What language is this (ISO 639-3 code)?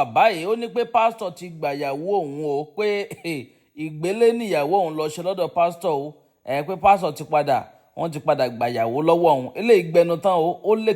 yor